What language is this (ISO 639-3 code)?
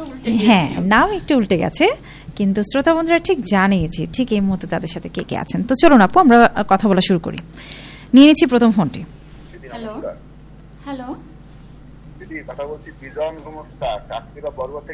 ben